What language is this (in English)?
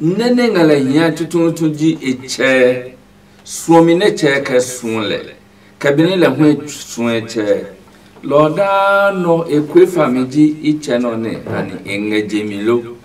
Adangme